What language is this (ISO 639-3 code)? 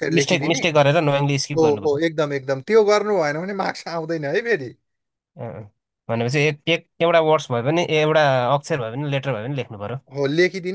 nep